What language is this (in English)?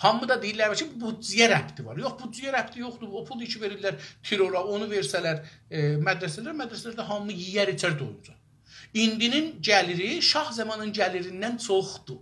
South Azerbaijani